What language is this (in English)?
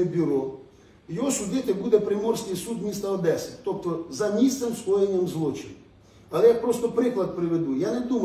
Ukrainian